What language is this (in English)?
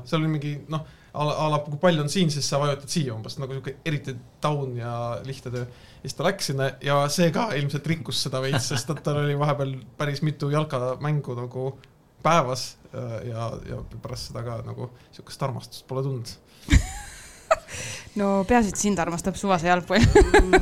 Estonian